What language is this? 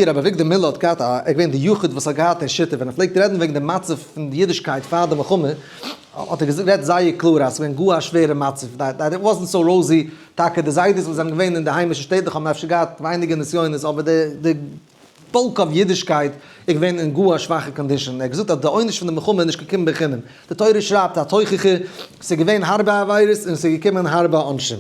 Yiddish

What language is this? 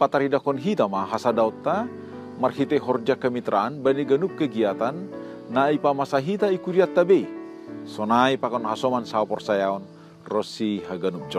Batak Simalungun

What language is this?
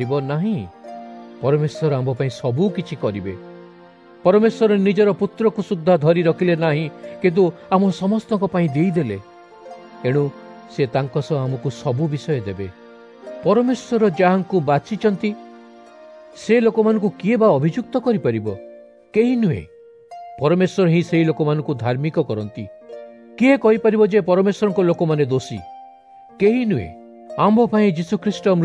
Odia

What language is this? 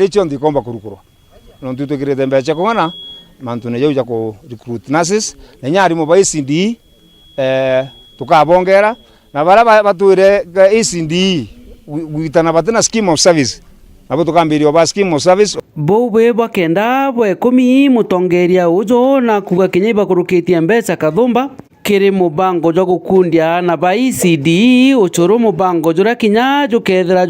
Meru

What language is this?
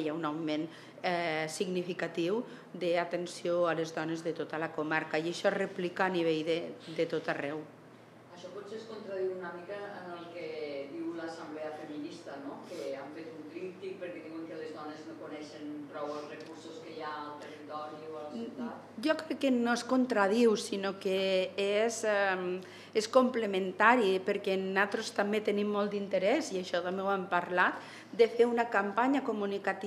Catalan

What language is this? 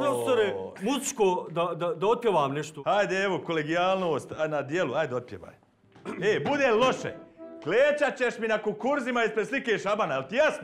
Bosnian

